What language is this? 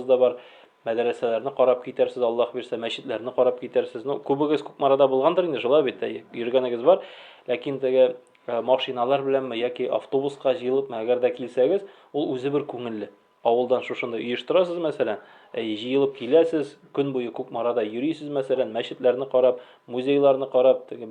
Tatar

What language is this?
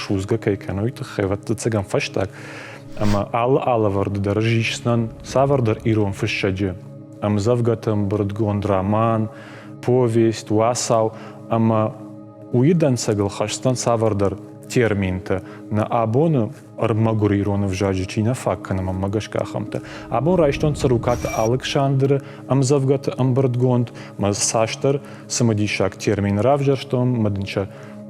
Ossetic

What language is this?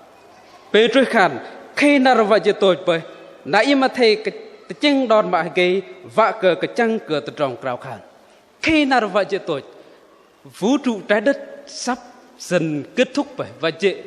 Bahnar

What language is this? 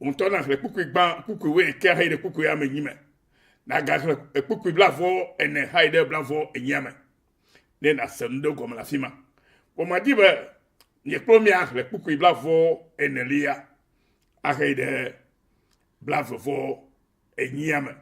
Ewe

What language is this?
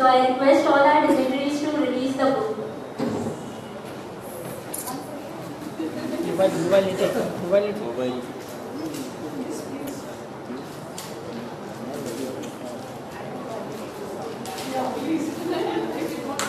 English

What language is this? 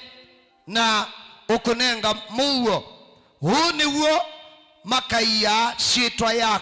Kamba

